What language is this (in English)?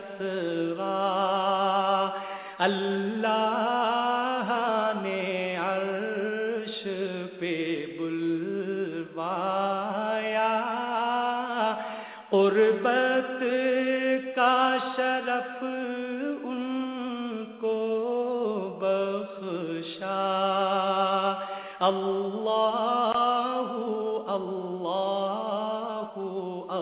Urdu